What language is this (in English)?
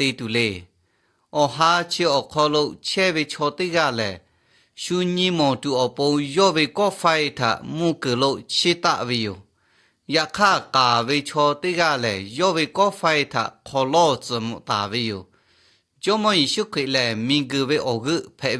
Lahu